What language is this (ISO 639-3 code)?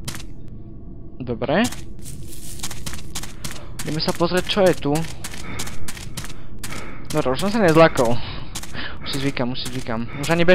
slk